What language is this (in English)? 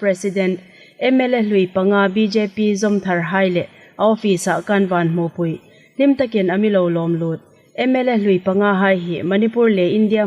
Hmar